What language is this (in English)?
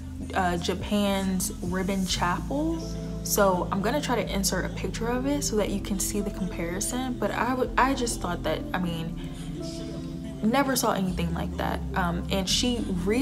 English